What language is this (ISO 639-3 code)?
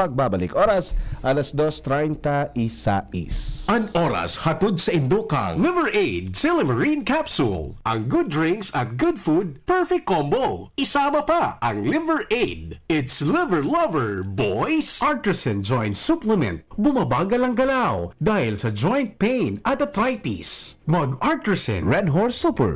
bik